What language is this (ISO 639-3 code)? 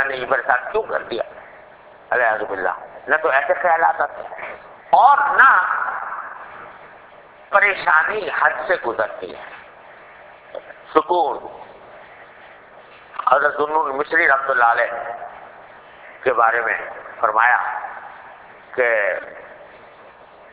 urd